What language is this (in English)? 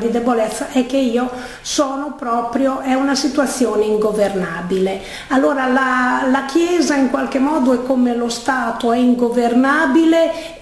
Italian